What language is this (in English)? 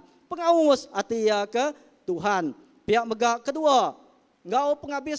Iban